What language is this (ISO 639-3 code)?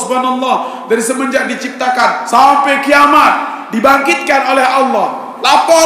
sas